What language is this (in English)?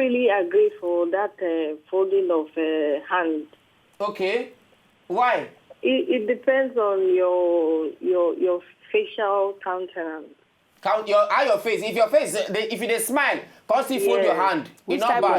Nigerian Pidgin